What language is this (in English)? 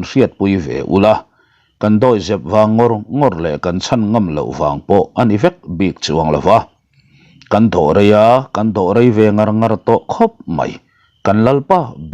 Mizo